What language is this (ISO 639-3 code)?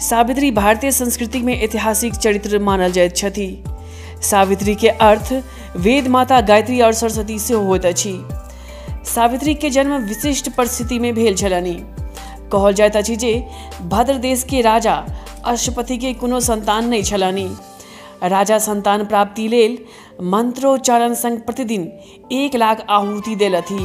mai